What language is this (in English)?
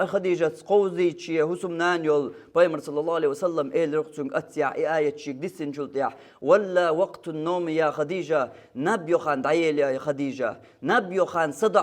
Chechen